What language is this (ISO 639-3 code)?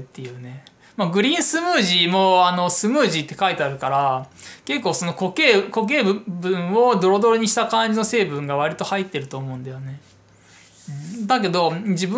jpn